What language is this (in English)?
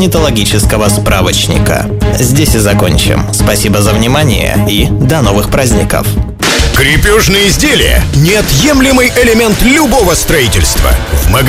Russian